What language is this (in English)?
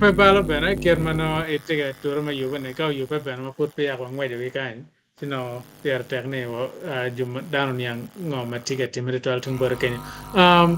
Acoli